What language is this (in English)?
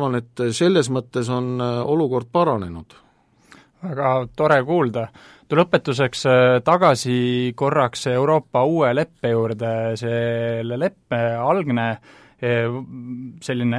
Estonian